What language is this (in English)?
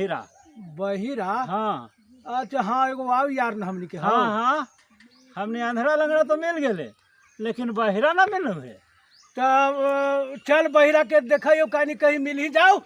Magahi